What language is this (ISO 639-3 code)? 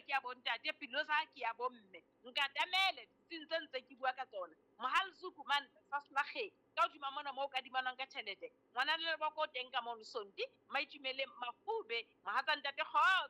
sot